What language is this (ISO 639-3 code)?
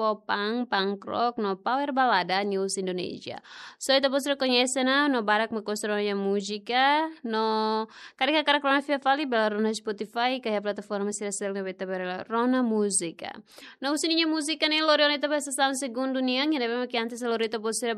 tet